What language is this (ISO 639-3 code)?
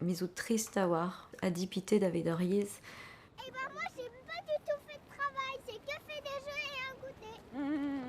bre